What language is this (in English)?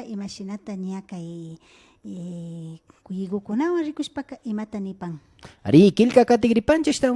Imbabura Highland Quichua